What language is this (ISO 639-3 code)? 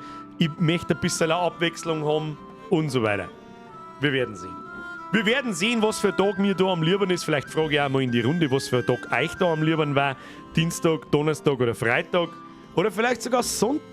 bar